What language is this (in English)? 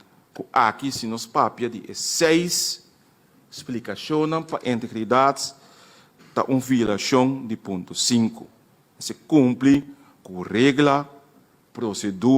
Papiamento